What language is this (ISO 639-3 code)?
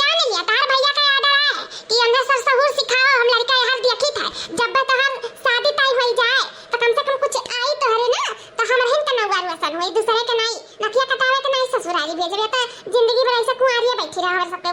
awa